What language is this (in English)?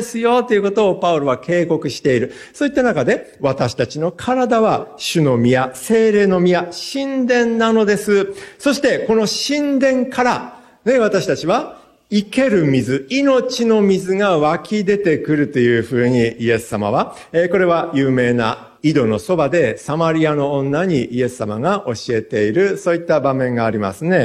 Japanese